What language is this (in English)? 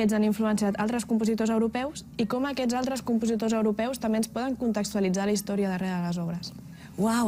Catalan